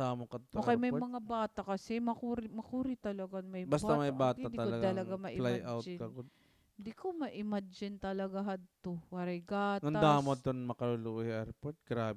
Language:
Waray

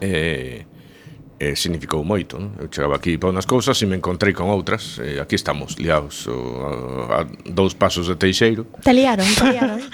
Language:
Galician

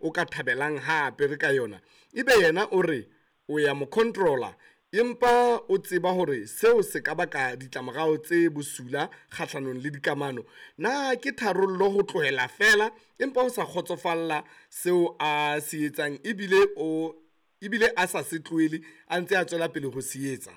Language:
Southern Sotho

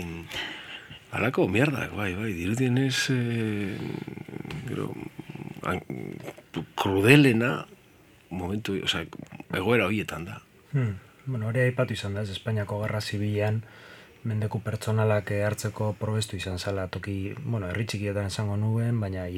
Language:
Basque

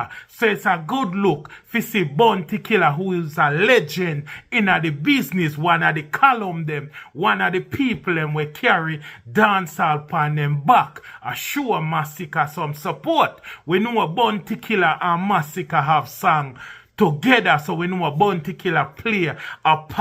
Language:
Jamaican Creole English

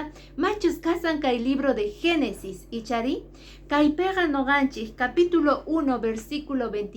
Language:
Quechua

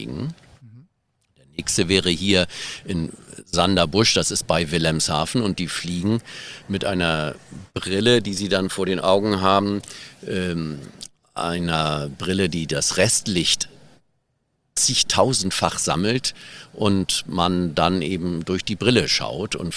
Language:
German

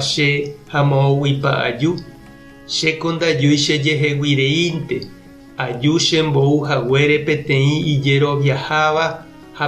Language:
Guarani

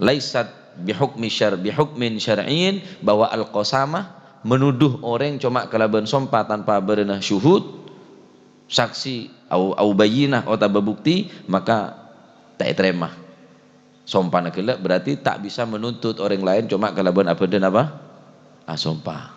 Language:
Madurese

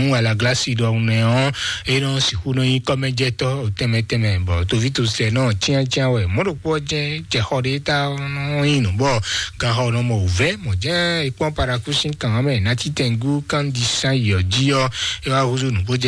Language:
Fon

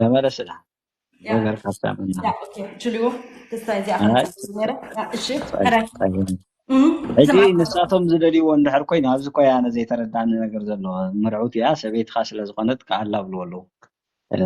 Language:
Tigrinya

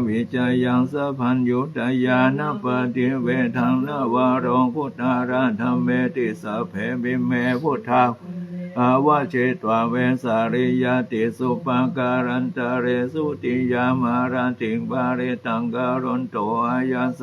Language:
Pali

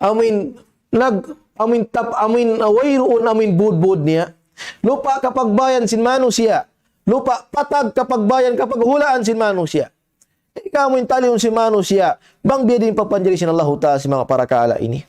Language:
Tausug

